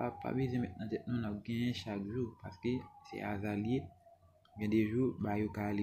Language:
Haitian Creole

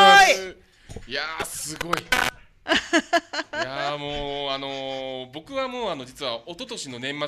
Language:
Japanese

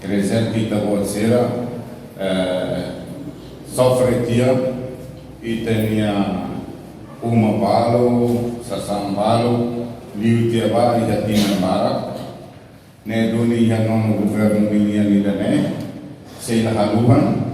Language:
Tetum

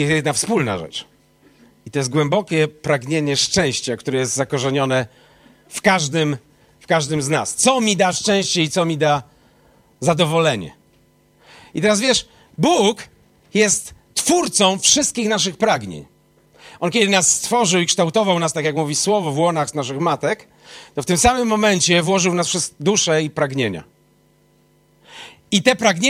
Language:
Polish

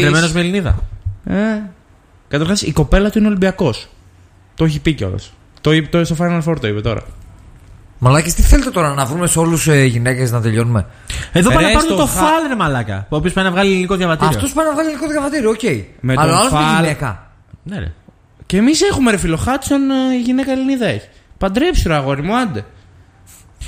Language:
Greek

